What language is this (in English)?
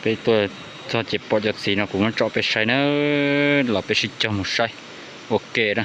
Hmong